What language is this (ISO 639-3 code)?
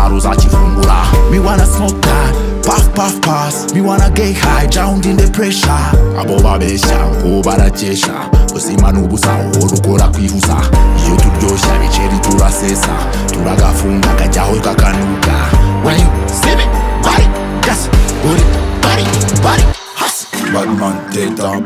kin